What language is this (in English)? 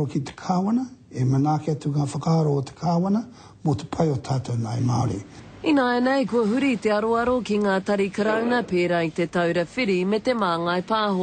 Māori